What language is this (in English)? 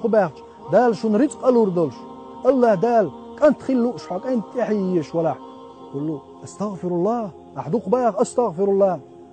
Chechen